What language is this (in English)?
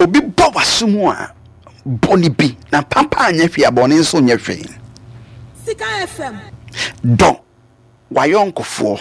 Akan